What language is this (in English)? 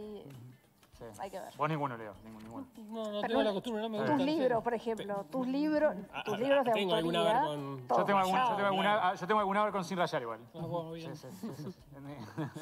Spanish